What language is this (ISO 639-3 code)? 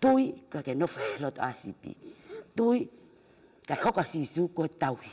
ton